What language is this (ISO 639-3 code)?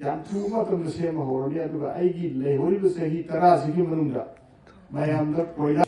mni